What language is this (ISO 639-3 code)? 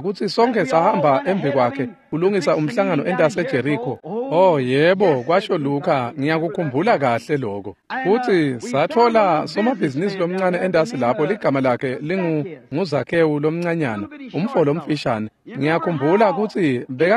ssw